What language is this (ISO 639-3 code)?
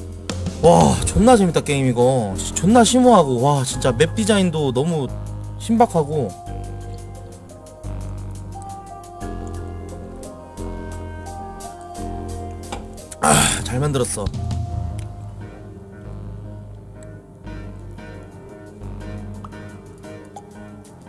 kor